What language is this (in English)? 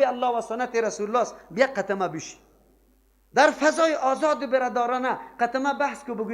Persian